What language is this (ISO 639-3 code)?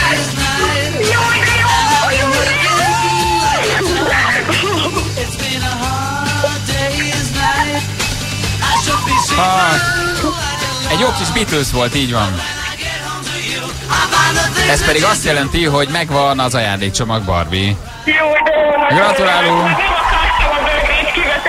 hun